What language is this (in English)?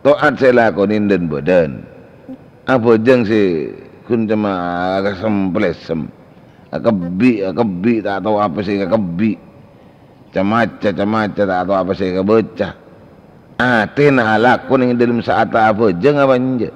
Madurese